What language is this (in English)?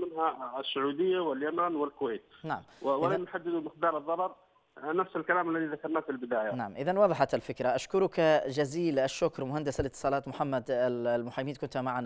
Arabic